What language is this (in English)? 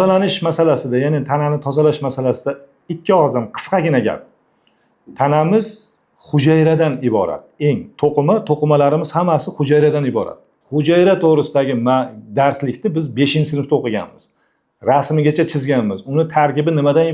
Uzbek